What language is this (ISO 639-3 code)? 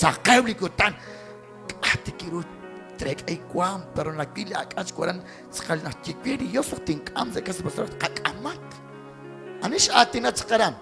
kek